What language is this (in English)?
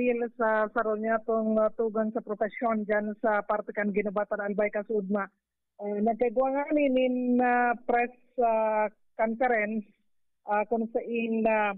Bikol